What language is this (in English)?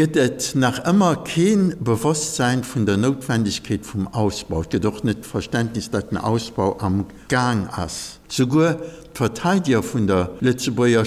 Luxembourgish